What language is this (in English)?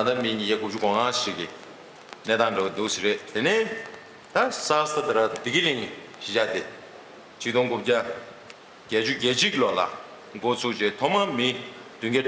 Tibetan